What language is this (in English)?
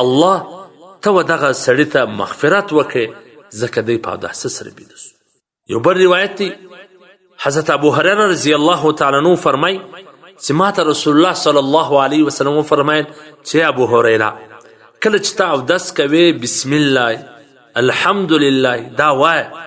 Pashto